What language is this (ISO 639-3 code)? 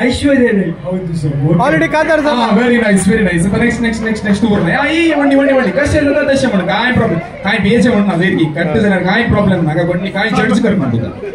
kok